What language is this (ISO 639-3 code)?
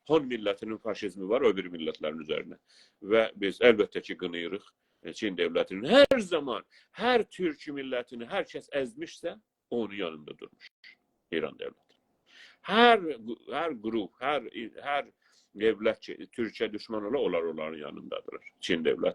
azb